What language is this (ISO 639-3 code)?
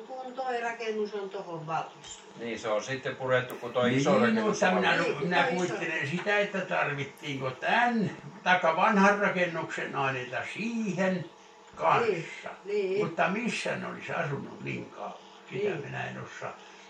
fin